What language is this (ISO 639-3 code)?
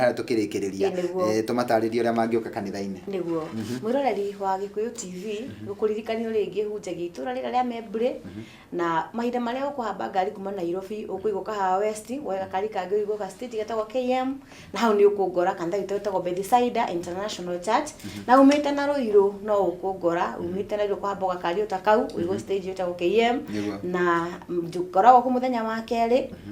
kik